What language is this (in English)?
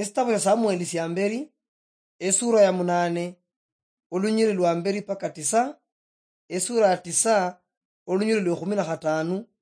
Luyia